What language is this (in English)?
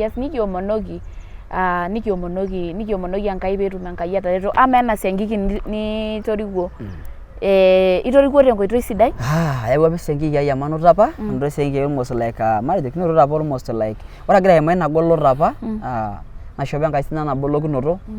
Masai